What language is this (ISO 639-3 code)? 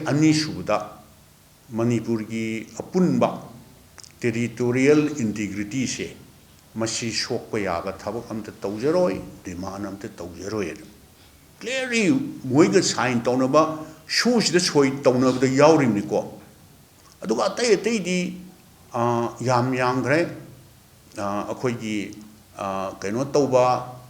mni